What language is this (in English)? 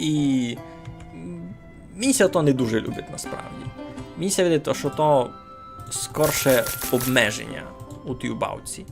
Rusyn